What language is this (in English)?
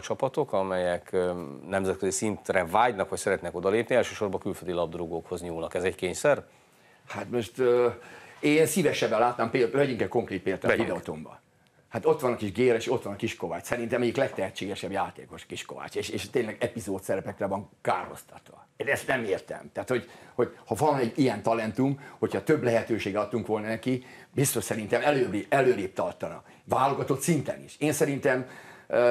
Hungarian